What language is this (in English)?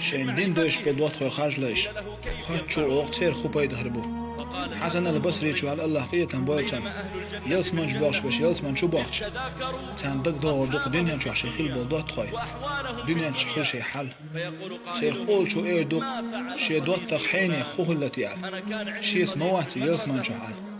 Chechen